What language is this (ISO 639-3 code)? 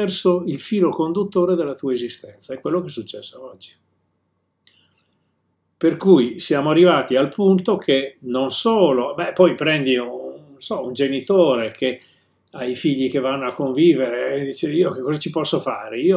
ita